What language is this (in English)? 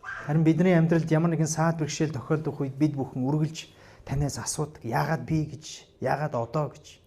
Mongolian